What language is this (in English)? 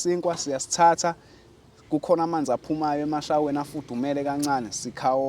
Zulu